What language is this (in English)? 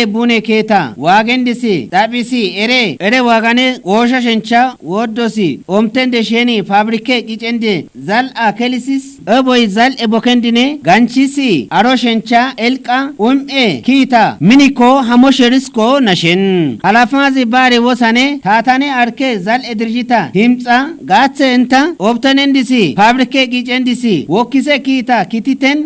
Kafa